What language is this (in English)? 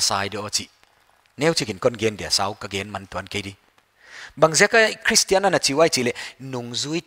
Paite Chin